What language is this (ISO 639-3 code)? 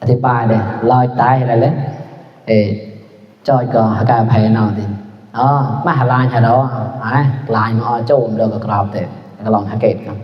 mnw